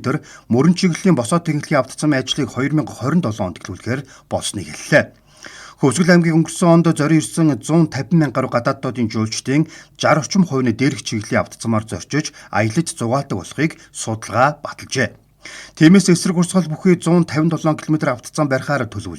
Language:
Mongolian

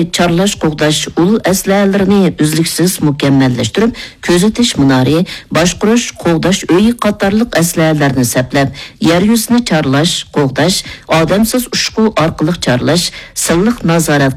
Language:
Uyghur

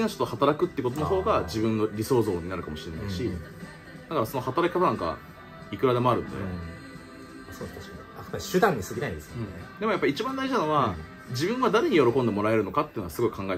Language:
Japanese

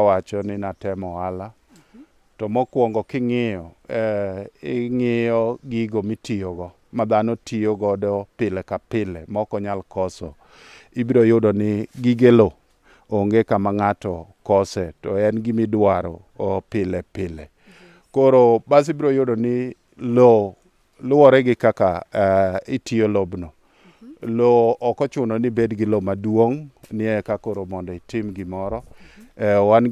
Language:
Luo (Kenya and Tanzania)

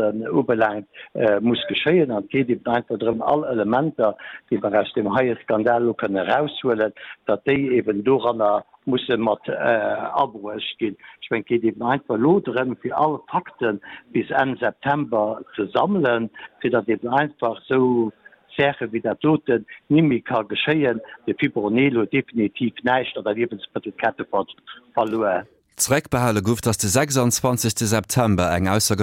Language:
Luxembourgish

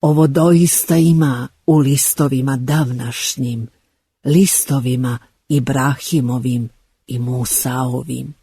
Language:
Bosnian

